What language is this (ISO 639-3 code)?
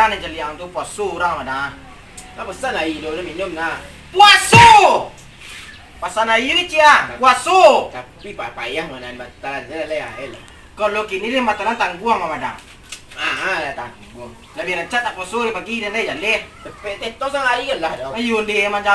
min